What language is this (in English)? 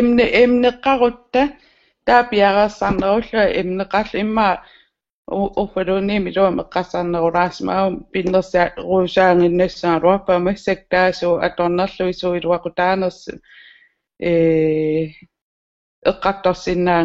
Kalaallisut